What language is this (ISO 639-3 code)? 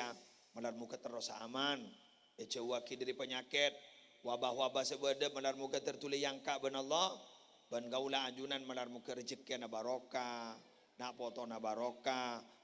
mad